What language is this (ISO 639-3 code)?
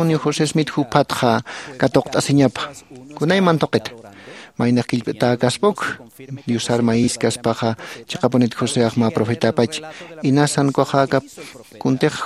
aym